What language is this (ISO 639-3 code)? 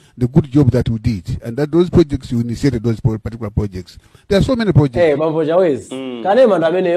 nya